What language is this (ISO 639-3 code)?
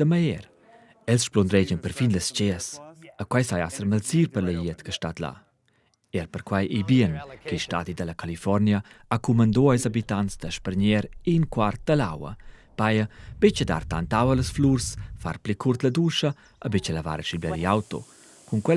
roh